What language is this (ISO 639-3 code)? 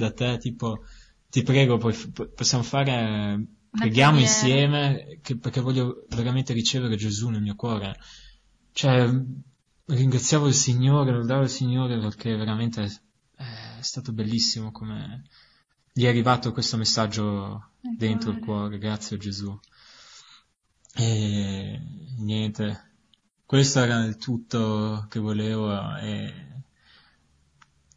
ita